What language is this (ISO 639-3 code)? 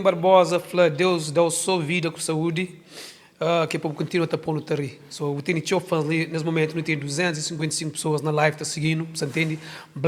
kea